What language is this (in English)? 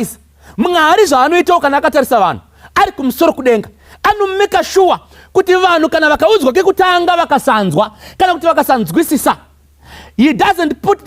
Shona